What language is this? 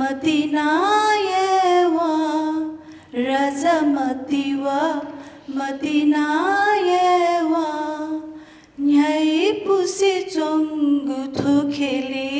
Newari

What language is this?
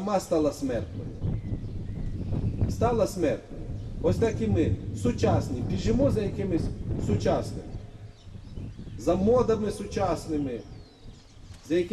Ukrainian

